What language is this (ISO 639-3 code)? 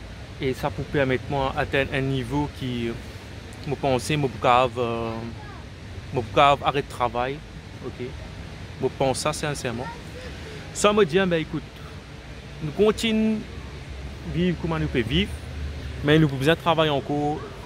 mfe